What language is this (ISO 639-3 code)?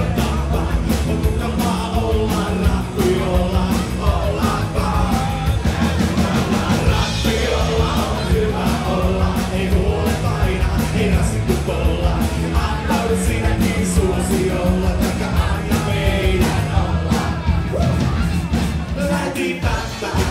fin